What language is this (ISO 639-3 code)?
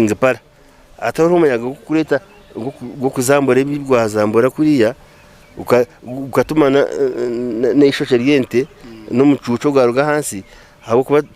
nyn